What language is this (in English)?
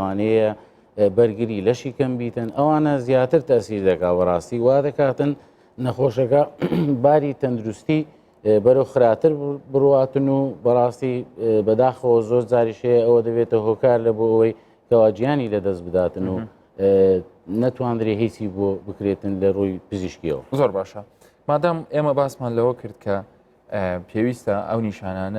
Central Kurdish